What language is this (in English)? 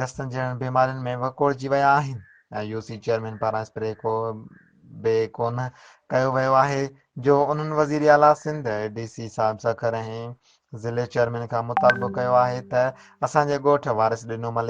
Sindhi